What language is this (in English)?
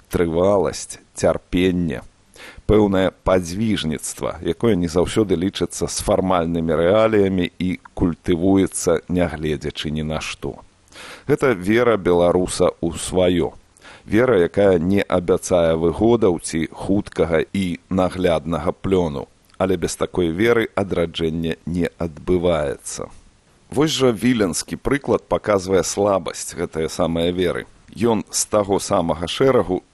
Belarusian